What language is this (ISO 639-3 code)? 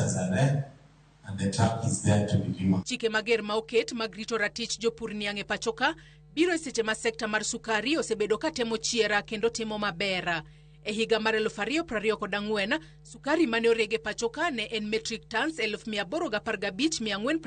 luo